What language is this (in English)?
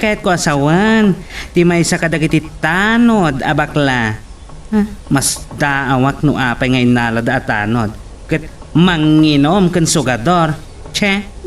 Iloko